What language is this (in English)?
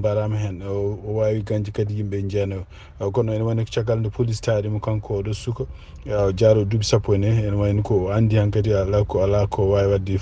Fula